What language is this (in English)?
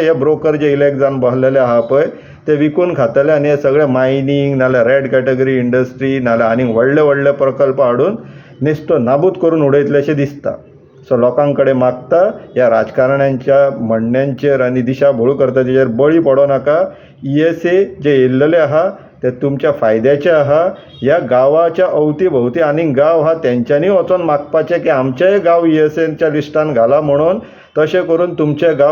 Konkani